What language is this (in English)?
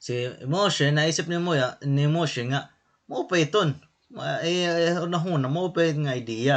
Waray